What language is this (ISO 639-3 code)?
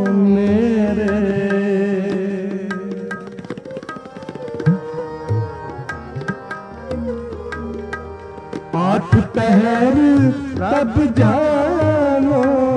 hin